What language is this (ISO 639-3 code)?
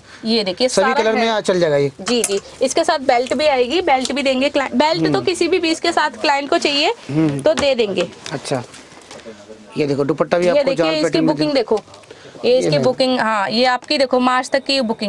hin